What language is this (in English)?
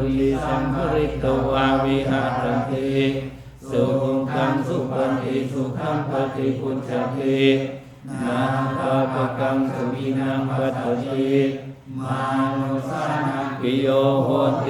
Pali